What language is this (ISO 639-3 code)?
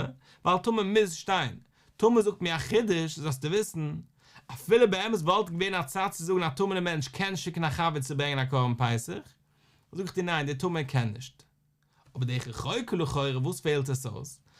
yid